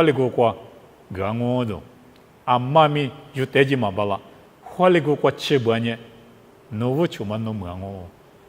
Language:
Lisu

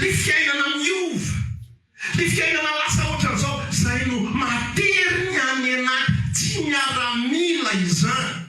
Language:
Malagasy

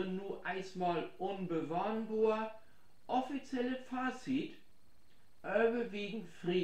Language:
Low German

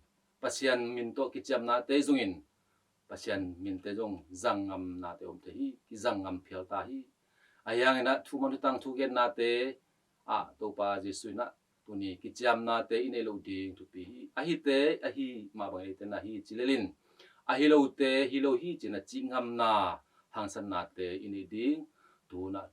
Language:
Tedim Chin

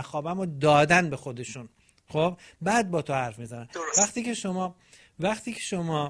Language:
Persian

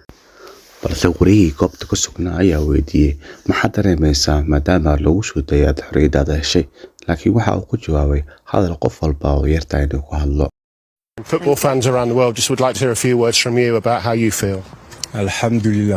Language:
Somali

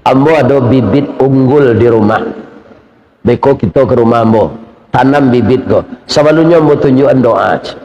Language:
Minangkabau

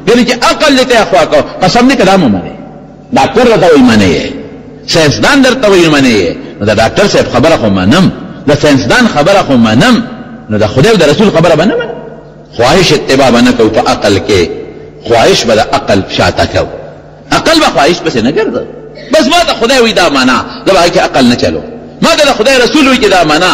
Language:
Pashto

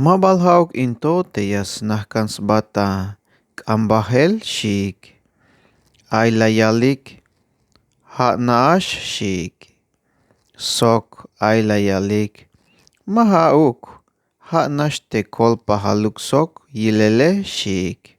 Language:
Tzeltal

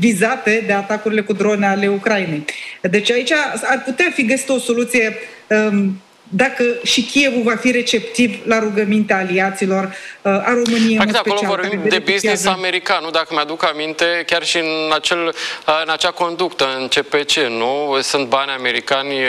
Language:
Romanian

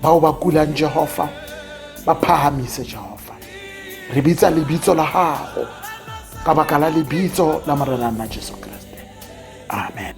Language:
Tswana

